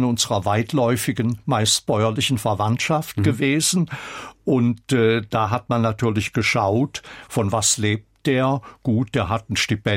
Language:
German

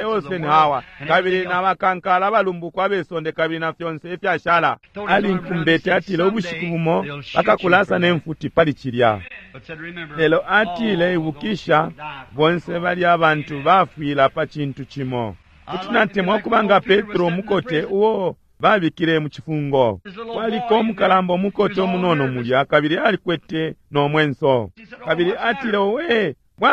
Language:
Bemba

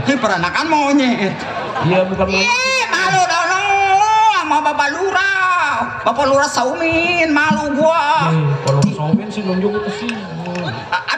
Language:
Betawi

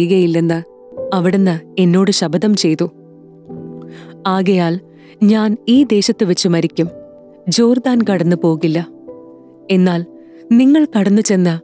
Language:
Malayalam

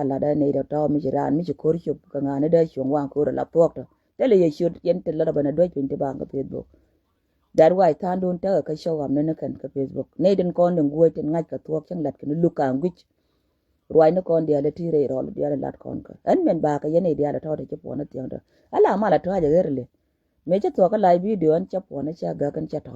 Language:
Nuer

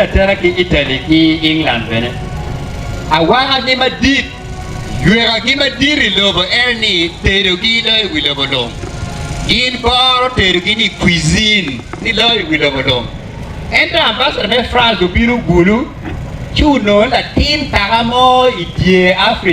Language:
Acoli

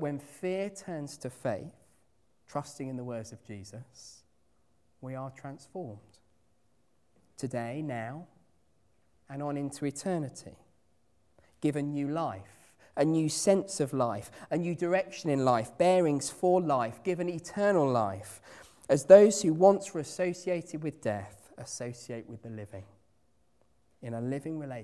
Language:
English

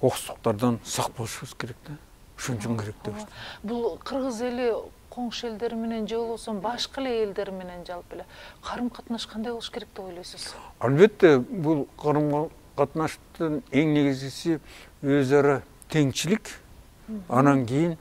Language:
Kyrgyz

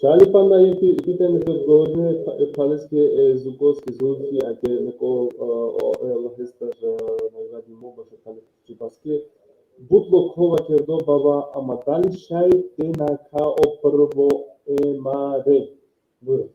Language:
Balkan Romani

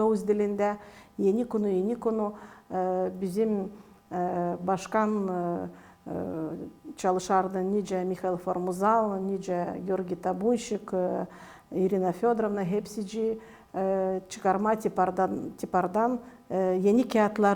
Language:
Gagauz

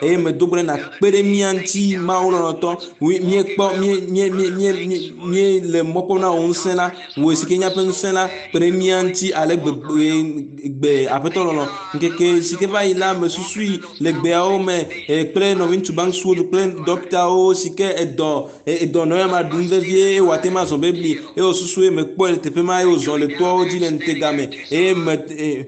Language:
Ewe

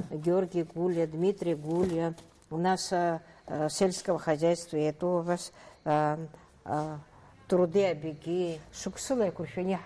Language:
Abkhazian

